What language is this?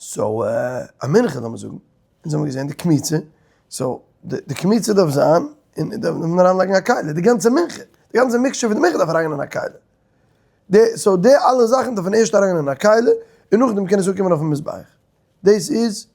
Yiddish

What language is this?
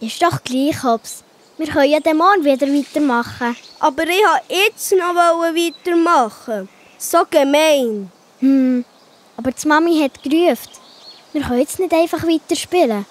Swiss German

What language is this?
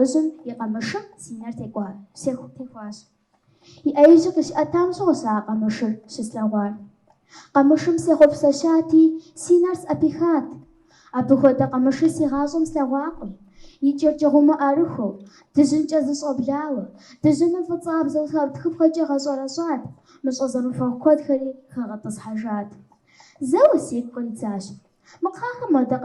Kabardian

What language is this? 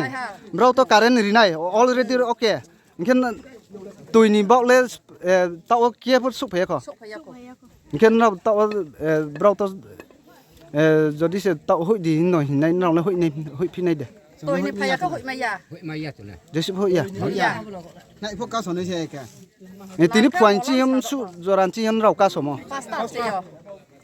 Riang (India)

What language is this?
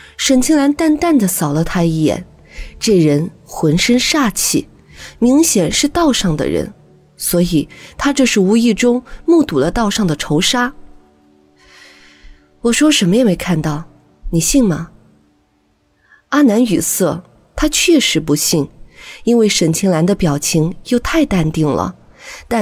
Chinese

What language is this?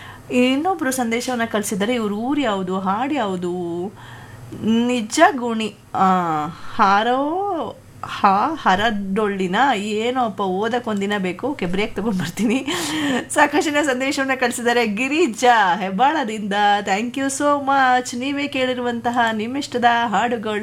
Kannada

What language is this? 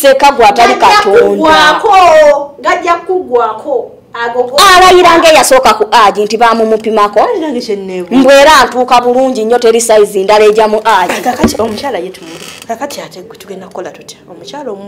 Ganda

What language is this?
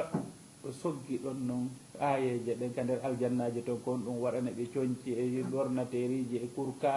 Fula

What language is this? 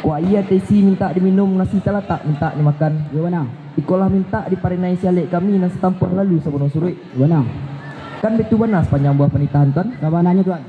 Minangkabau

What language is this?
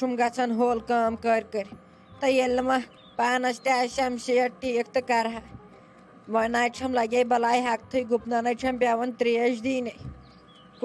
Kashmiri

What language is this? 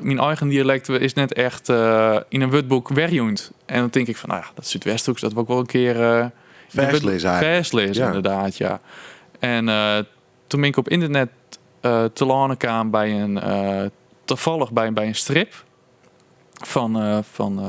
Western Frisian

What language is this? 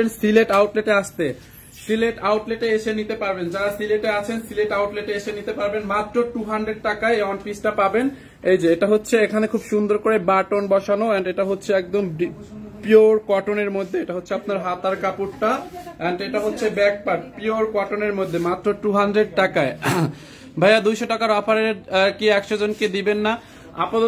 Bangla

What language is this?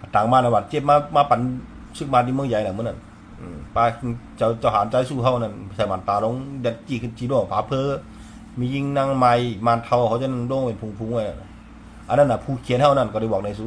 Shan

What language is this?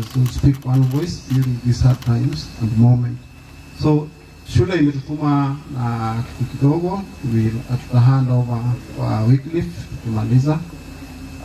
Gusii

